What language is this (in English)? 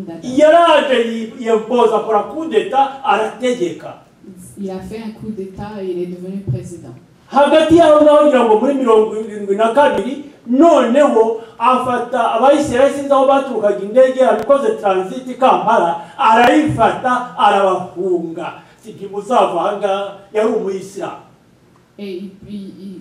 Kinyarwanda